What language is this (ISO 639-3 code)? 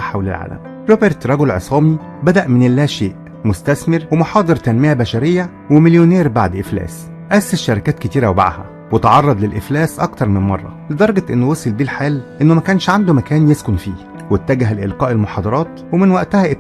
arz